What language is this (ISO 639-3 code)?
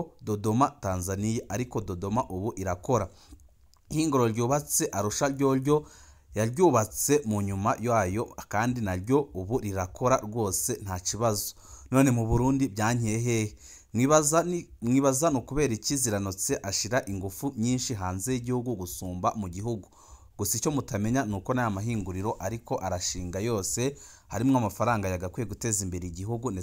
run